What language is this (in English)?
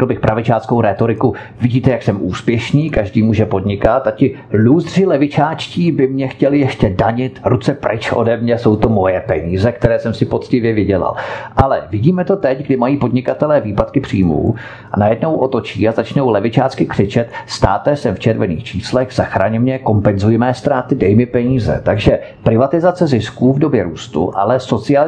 Czech